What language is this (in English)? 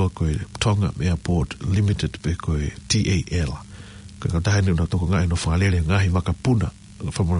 Tongan